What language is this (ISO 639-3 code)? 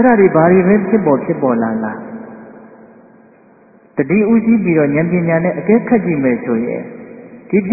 mya